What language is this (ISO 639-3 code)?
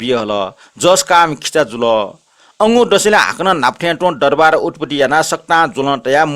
new